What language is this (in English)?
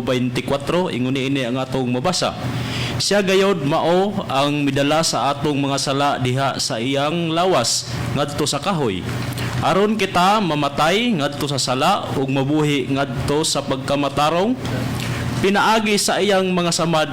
Cebuano